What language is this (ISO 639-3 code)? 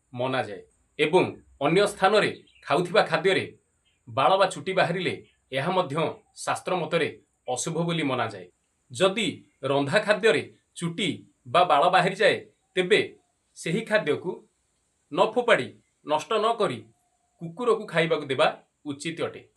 ori